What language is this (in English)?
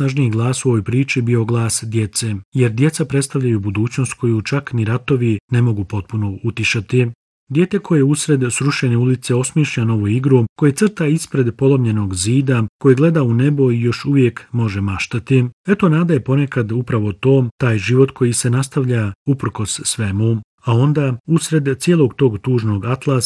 Bosnian